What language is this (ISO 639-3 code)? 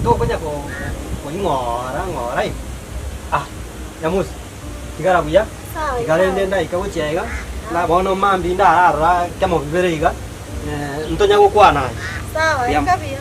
guz